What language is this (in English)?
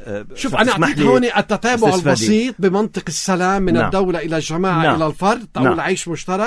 North Levantine Arabic